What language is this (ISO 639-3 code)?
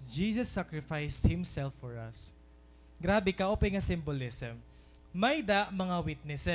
war